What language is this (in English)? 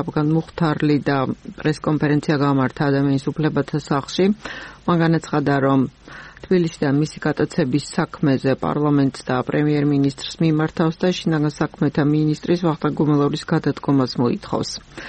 Georgian